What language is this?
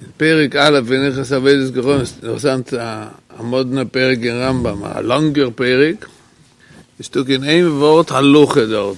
Yiddish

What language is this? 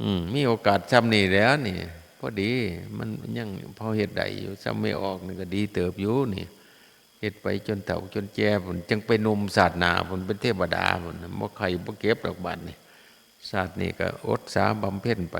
Northeastern Thai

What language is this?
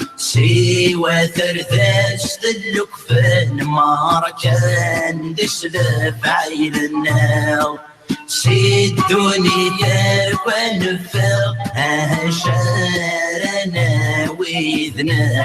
Kabyle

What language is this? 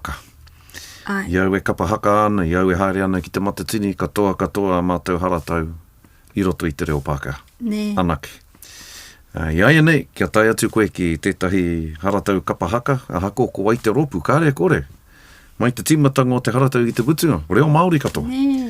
Māori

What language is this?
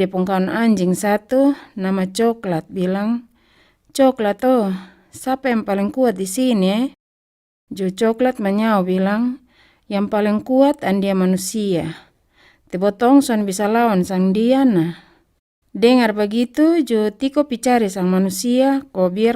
Kupang Malay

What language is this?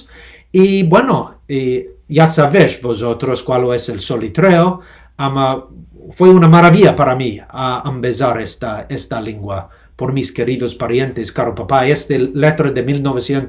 Ladino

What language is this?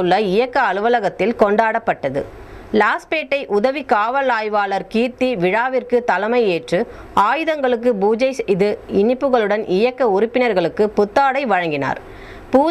Tamil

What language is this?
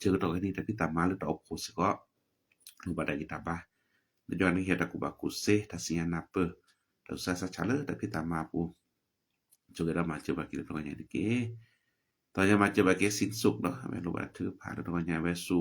S'gaw Karen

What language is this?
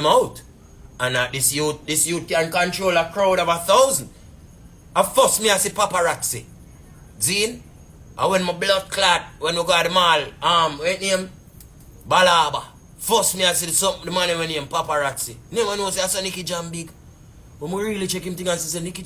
Jamaican Creole English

